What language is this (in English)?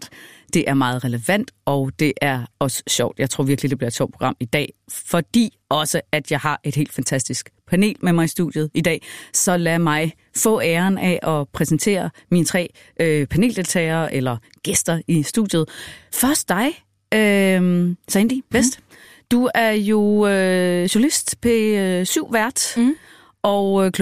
Danish